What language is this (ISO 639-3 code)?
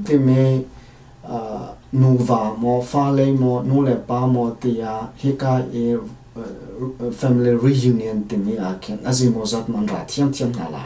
cnh